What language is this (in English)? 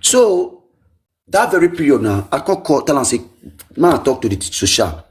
Nigerian Pidgin